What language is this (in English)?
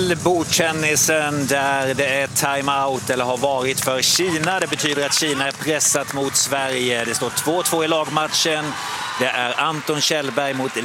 Swedish